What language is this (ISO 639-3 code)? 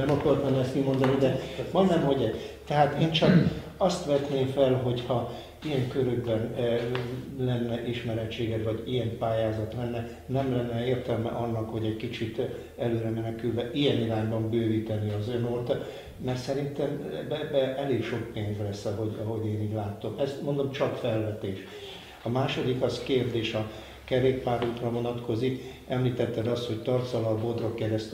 hun